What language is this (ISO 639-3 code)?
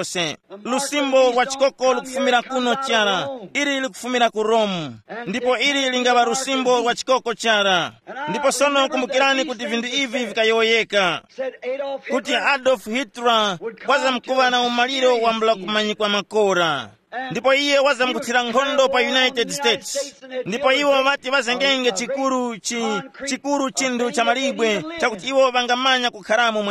tum